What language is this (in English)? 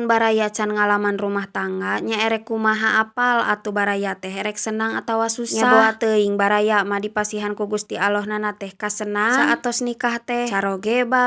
Sundanese